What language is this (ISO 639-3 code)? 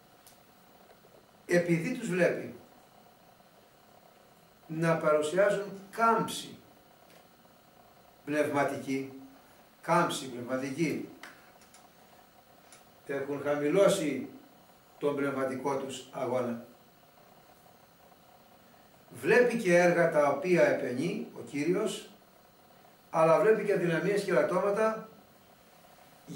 ell